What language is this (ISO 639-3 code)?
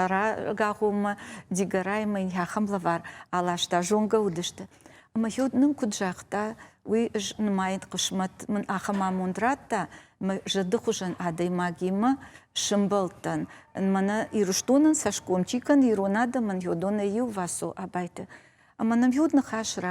oss